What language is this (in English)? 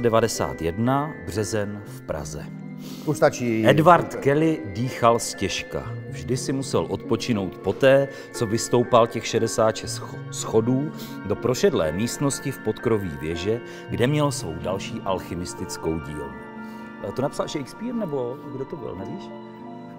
Czech